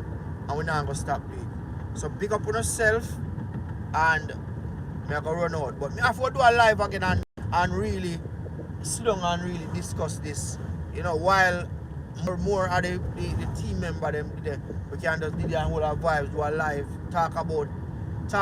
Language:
Jamaican Creole English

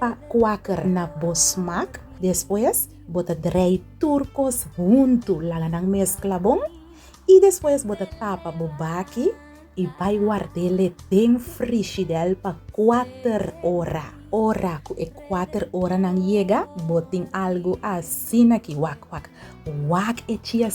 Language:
Papiamento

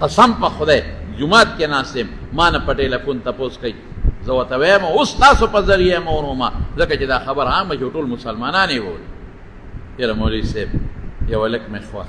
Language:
Pashto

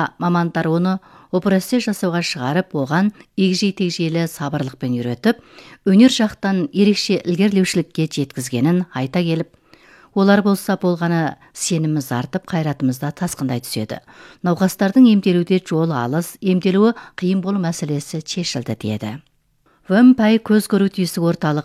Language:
Kazakh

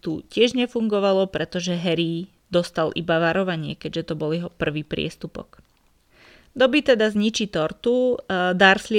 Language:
Slovak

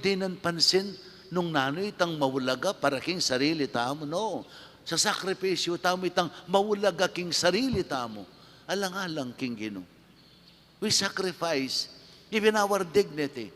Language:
Pampanga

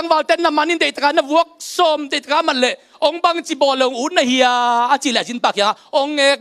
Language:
Tedim Chin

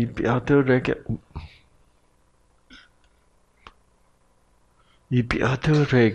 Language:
Korean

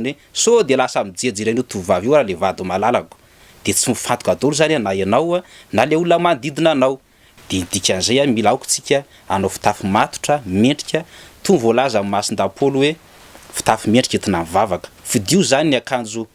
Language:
Malagasy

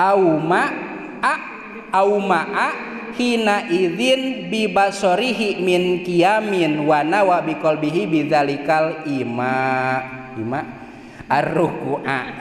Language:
Sundanese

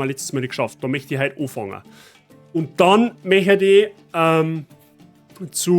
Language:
Bavarian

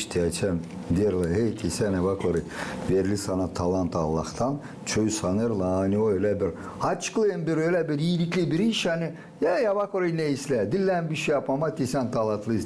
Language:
Gagauz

